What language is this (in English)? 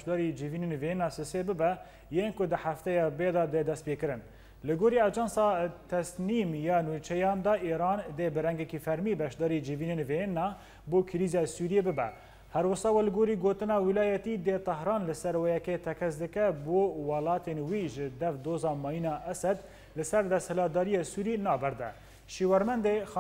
Kurdish